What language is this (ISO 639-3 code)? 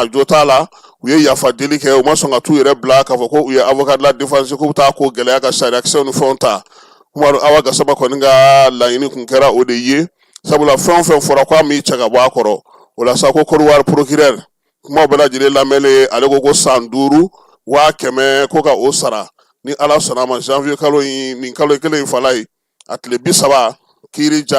bam